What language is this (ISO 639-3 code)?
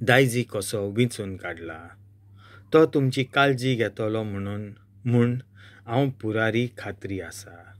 kok